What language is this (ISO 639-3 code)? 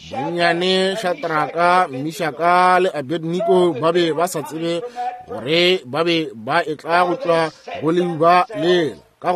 nso